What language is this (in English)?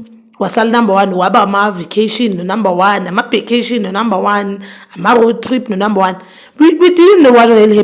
Zulu